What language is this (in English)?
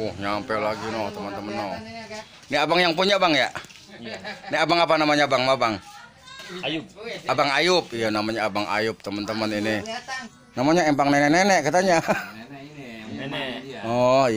Betawi